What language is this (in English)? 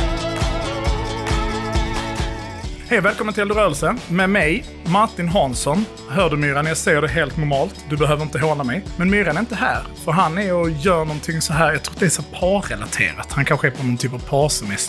Swedish